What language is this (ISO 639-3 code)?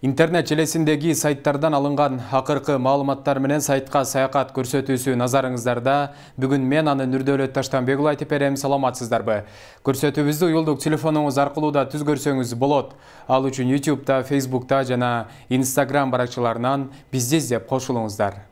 kir